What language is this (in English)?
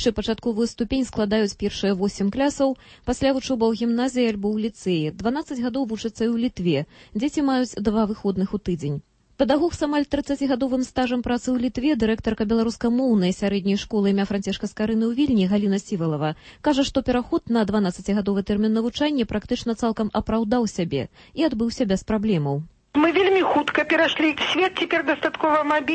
Belarusian